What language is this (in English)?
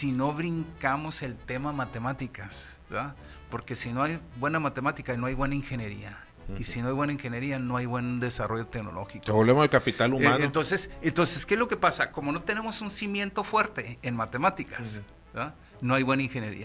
Spanish